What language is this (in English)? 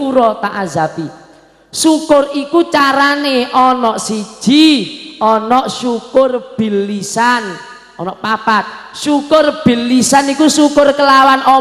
Javanese